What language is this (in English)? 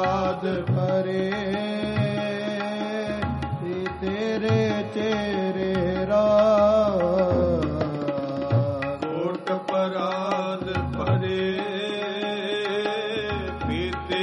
Punjabi